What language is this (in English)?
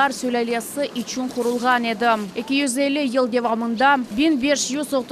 Crimean Tatar